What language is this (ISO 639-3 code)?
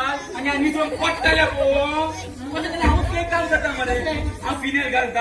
kok